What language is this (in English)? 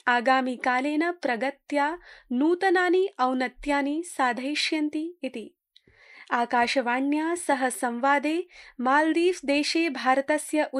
Sanskrit